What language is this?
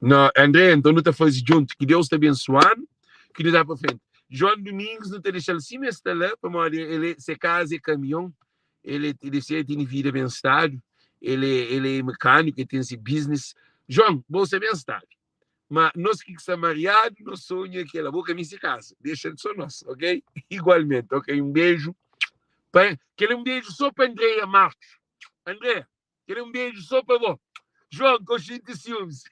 Kabuverdianu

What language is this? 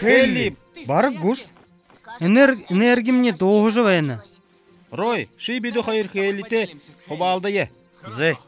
Buriat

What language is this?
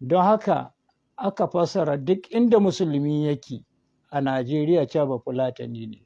Hausa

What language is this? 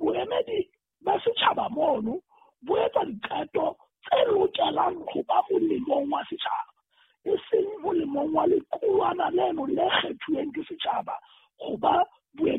Southern Sotho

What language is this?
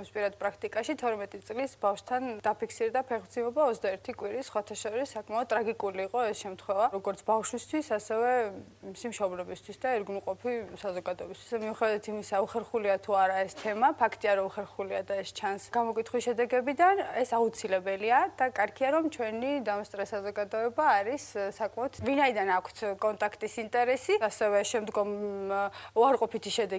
Georgian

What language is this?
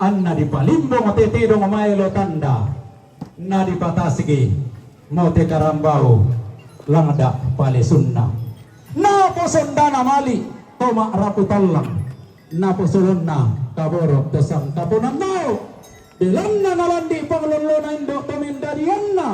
Toraja-Sa'dan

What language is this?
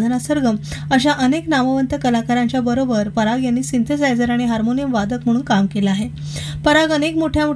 Marathi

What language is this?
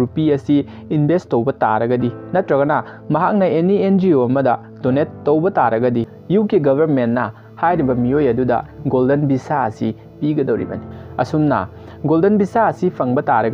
Manipuri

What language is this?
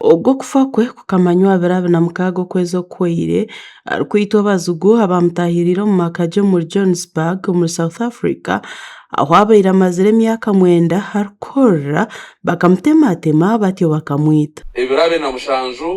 Nyankole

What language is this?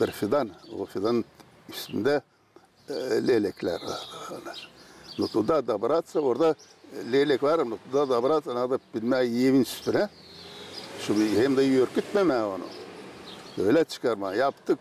Gagauz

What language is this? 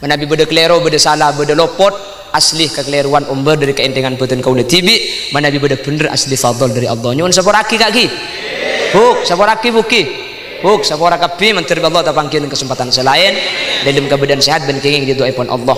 Madurese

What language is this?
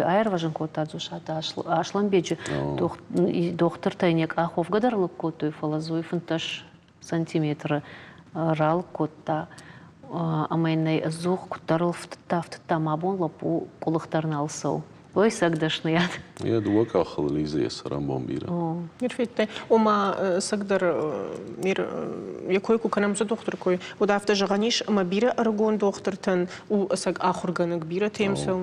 Ossetic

